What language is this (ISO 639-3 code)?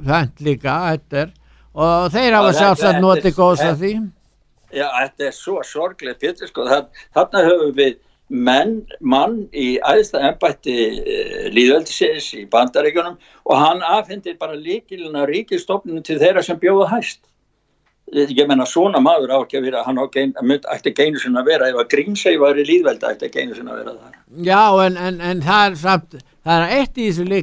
isl